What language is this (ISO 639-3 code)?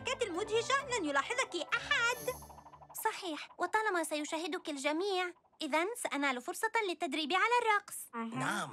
ara